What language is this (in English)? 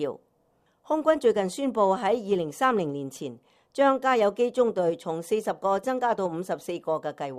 Cantonese